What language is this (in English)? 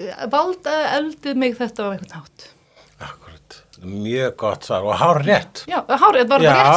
Icelandic